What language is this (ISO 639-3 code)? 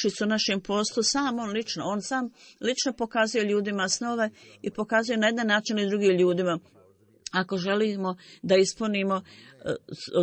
bos